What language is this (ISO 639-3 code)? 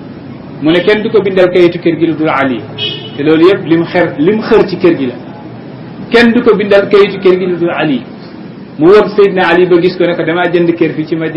wol